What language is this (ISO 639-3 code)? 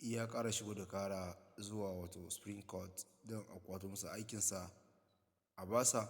hau